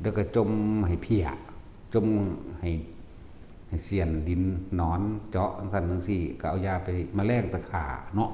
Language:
Northeastern Thai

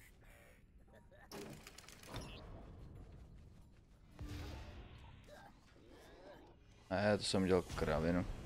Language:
Czech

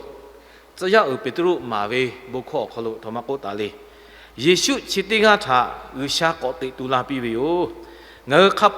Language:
Lahu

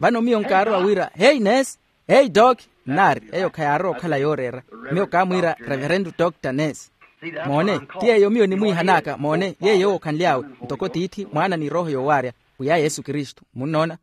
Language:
Makhuwa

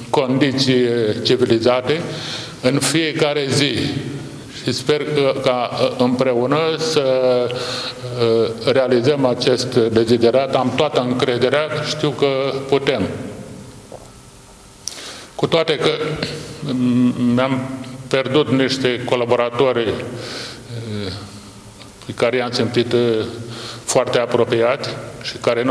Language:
Romanian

